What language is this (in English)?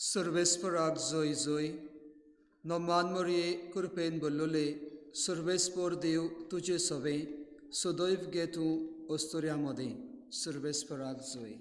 Konkani